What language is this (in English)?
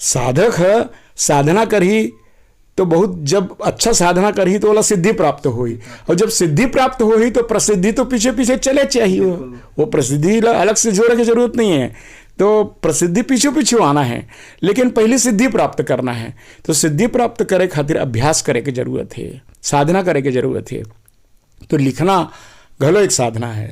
Chhattisgarhi